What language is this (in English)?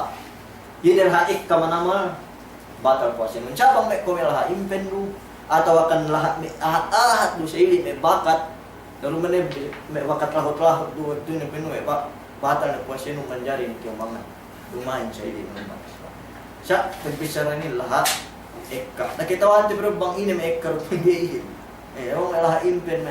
Yakan